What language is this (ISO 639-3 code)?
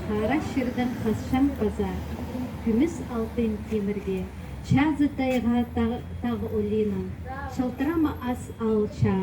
kjh